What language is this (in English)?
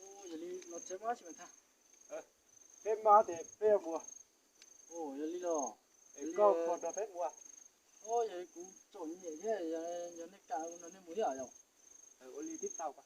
Hmong